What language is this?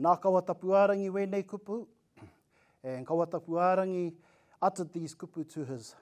Māori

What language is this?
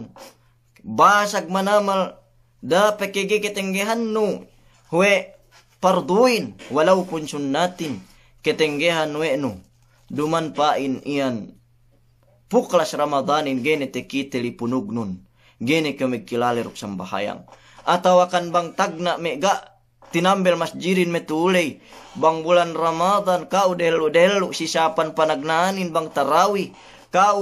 Yakan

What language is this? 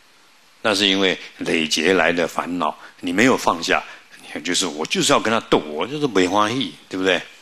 Chinese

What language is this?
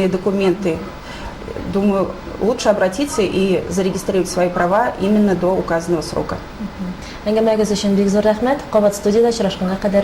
Tatar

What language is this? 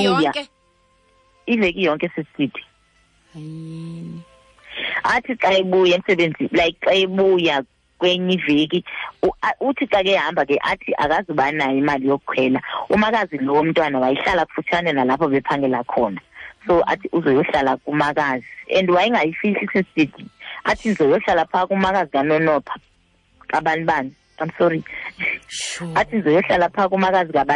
Xhosa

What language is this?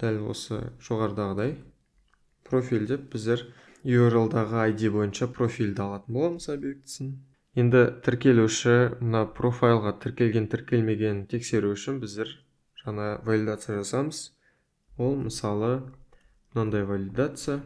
Kazakh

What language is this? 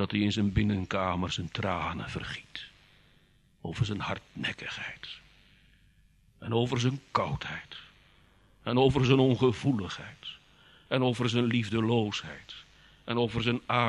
Dutch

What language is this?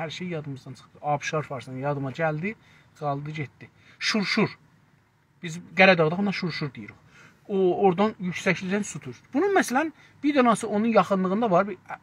South Azerbaijani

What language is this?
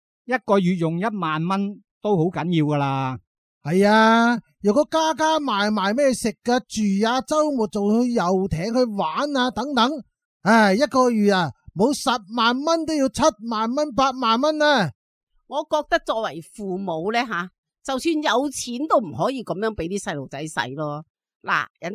Cantonese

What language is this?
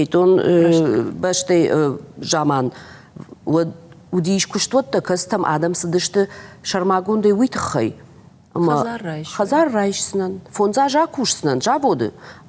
Ossetic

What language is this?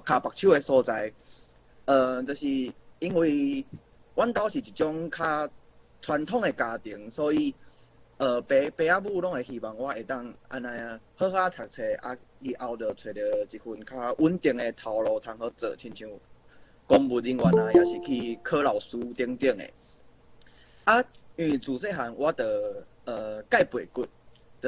Min Nan Chinese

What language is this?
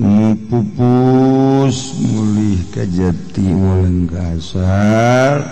Sundanese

